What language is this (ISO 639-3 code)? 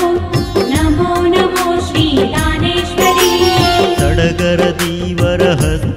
kan